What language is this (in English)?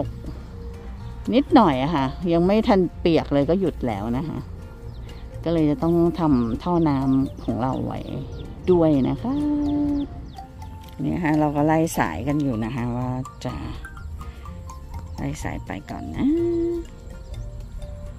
Thai